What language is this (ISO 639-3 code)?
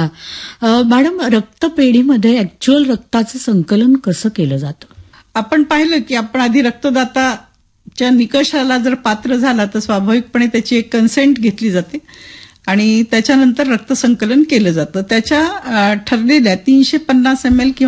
mar